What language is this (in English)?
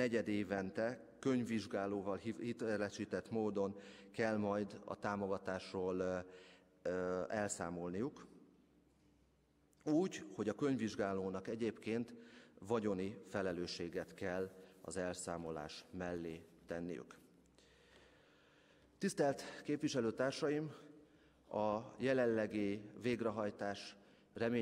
Hungarian